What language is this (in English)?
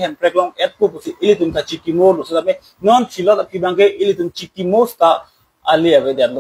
Karbi